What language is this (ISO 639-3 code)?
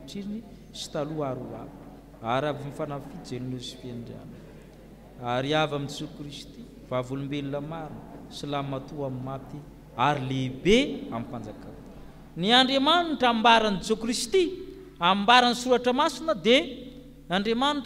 mlg